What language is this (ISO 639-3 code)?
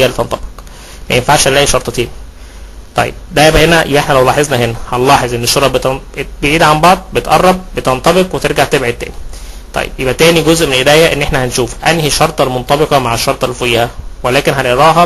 arz